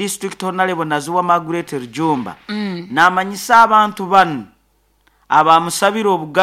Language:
Nyoro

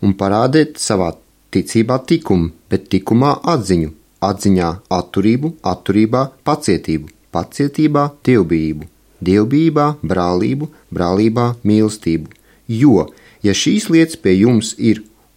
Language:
Latvian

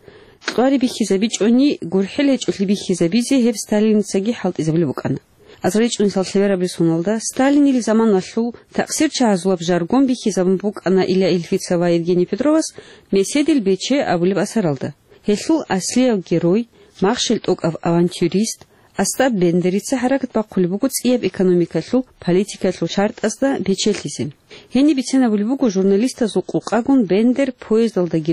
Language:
Avaric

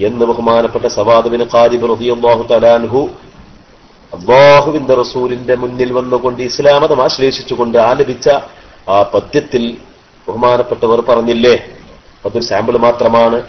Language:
Malayalam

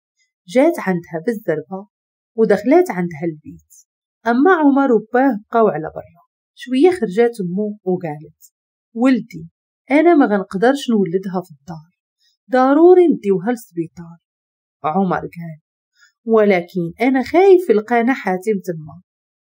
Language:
Moroccan Arabic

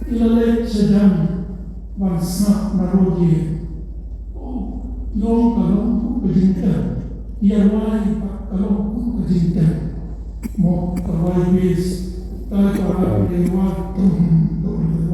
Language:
Khasi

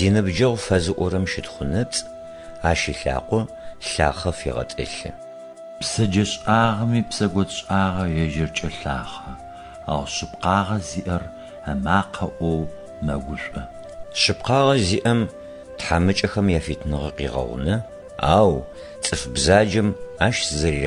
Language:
Adyghe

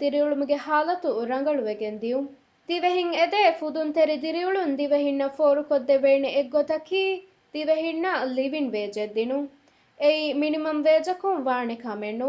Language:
Divehi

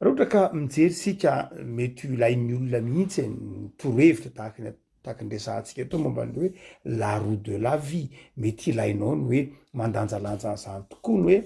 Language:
Malagasy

